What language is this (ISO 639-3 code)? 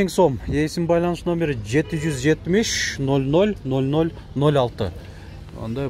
kir